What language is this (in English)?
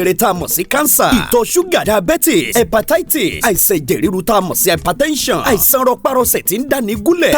Yoruba